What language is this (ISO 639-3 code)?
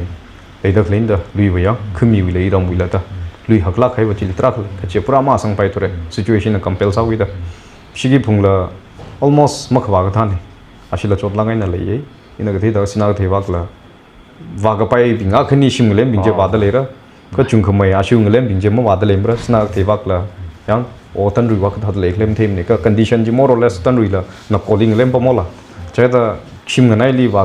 nmf